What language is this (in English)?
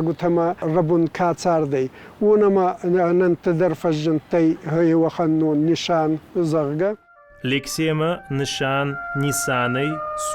Ossetic